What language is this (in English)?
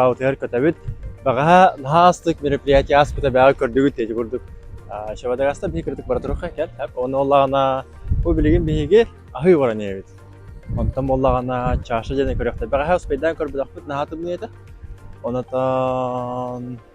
Yakut